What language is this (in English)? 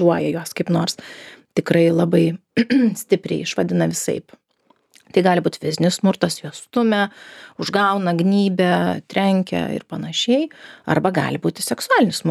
Lithuanian